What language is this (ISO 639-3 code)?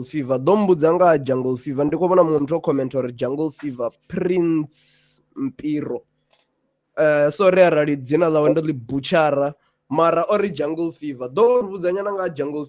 ven